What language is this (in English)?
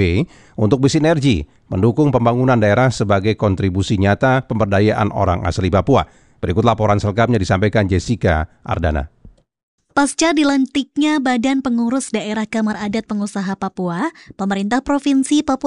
Indonesian